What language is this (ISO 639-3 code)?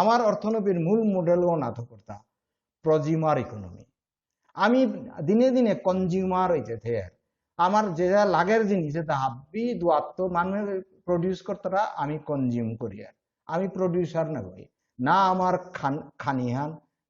bpy